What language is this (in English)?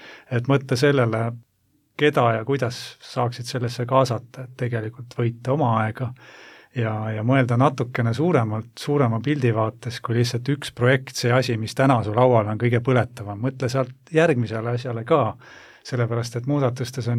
Estonian